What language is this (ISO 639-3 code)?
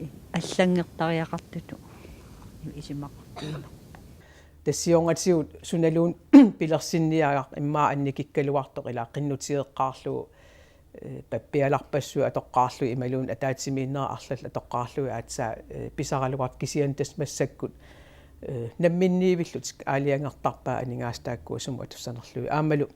kal